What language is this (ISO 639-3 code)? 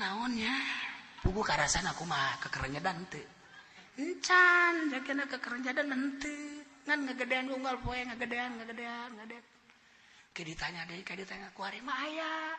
sun